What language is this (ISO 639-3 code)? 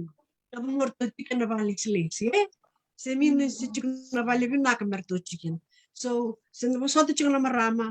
fij